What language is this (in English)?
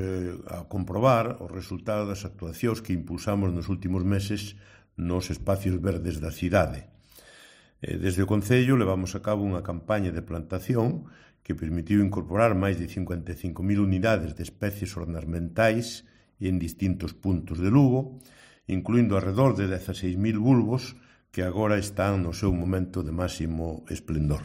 Galician